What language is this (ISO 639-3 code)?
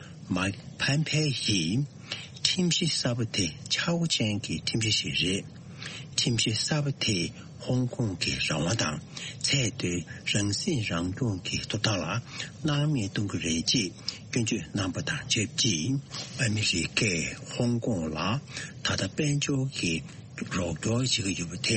bod